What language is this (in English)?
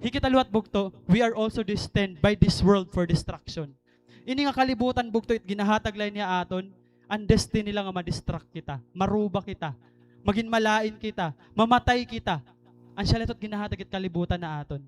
Waray